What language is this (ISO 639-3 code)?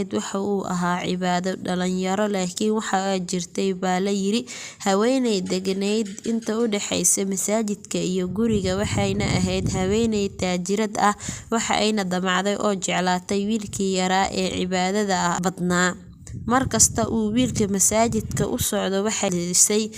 som